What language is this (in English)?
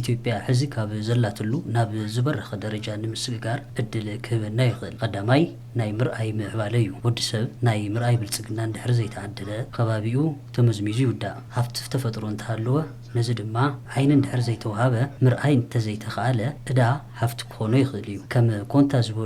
Tigrinya